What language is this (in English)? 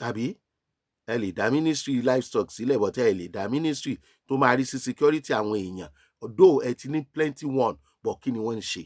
Yoruba